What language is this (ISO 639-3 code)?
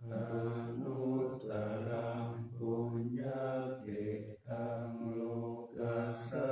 pli